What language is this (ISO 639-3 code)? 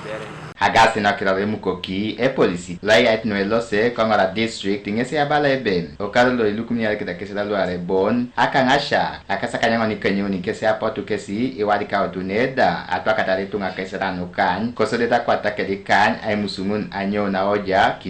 teo